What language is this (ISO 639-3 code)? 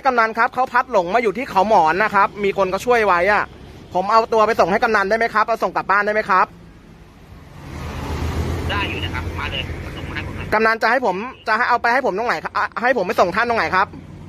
tha